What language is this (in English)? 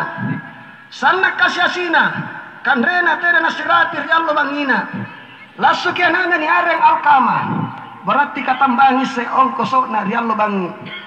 Makasar